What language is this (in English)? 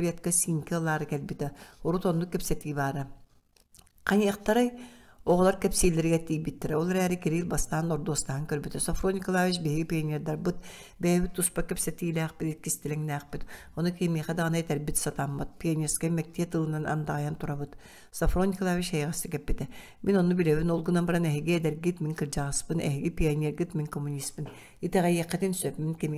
Yakut